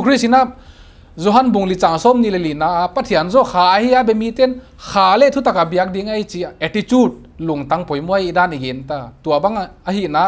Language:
Paite Chin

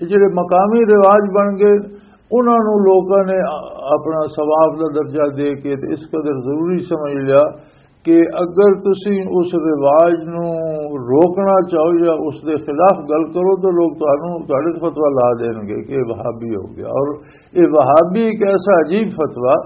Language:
Western Panjabi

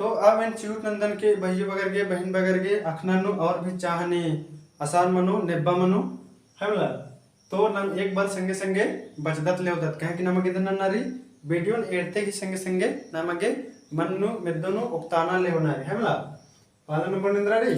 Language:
Kurukh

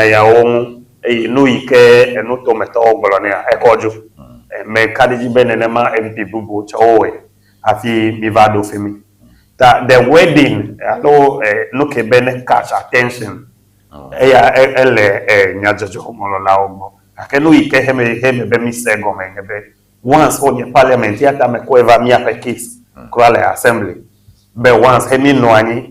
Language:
Ewe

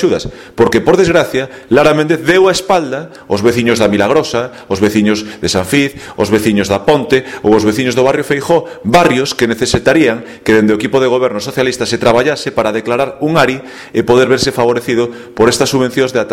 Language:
Galician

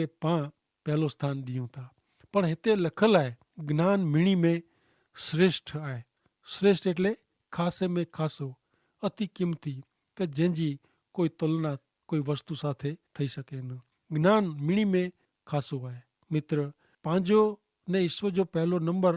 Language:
Kachhi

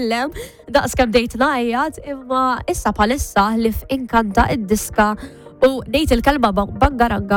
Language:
Maltese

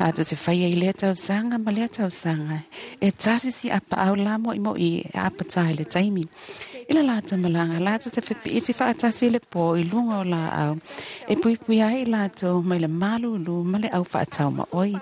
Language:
Samoan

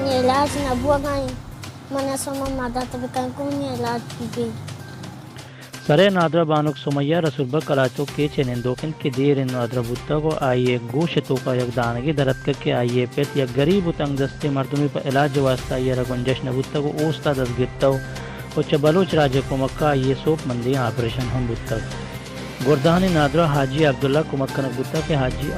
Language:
Baluchi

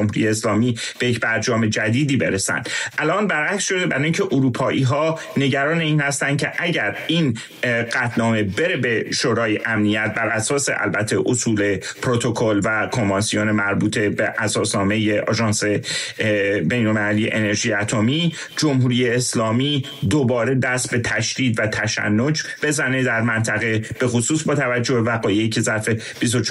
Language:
Persian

